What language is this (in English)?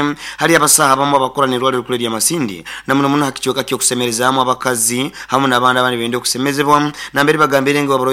Nyoro